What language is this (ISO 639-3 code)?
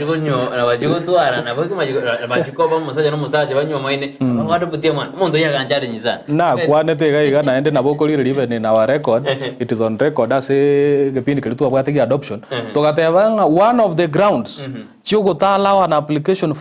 guz